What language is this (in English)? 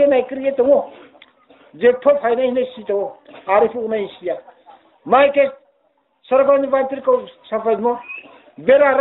Riang (India)